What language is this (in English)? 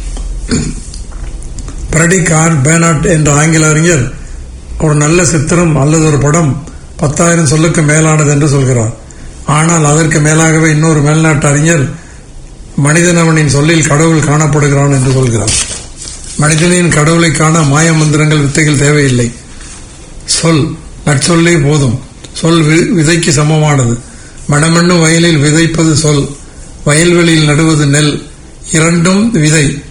Tamil